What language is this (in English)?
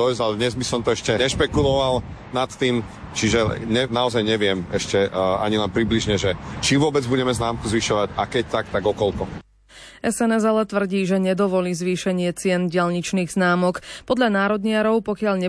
Slovak